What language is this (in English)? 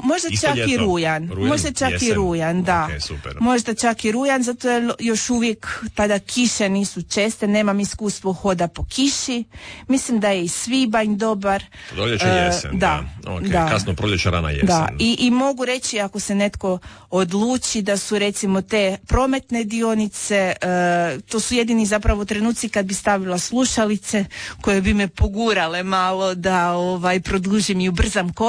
Croatian